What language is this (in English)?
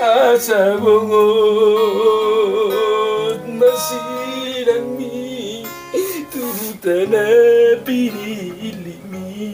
Batak Toba